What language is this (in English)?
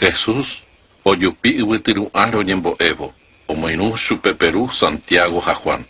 Guarani